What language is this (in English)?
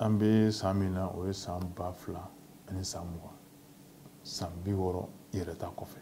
Bambara